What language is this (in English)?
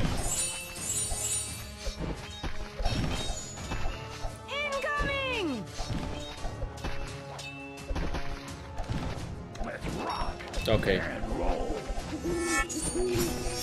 Polish